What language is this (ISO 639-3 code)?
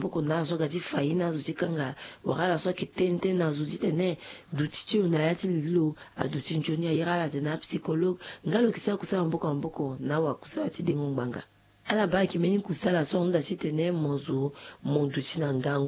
sag